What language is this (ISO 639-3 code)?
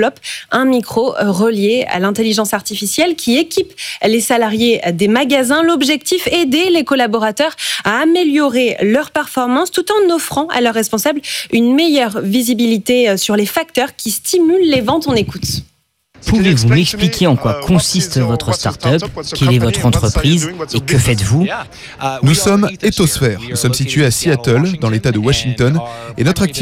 fra